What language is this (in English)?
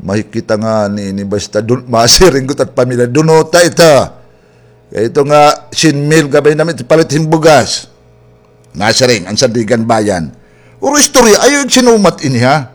Waray